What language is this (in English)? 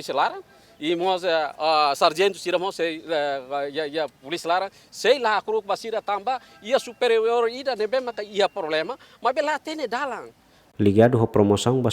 Tetum